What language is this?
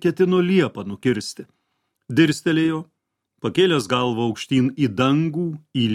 Lithuanian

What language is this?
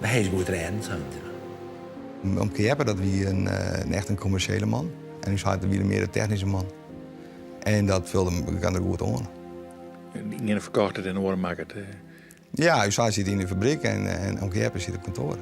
Western Frisian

